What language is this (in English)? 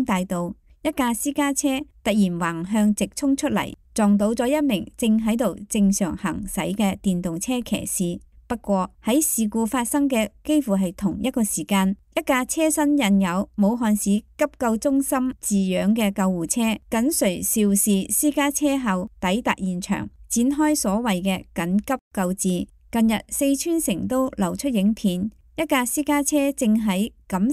Cantonese